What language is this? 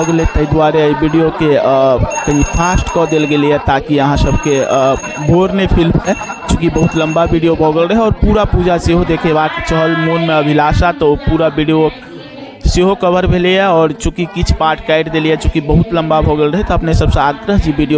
Maithili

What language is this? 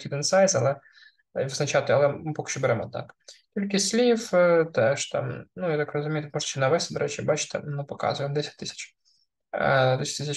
Ukrainian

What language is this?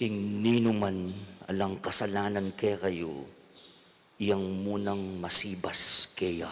Pampanga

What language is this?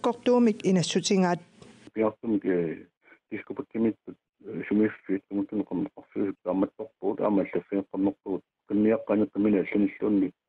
Kalaallisut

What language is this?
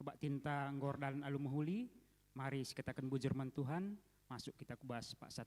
Batak Karo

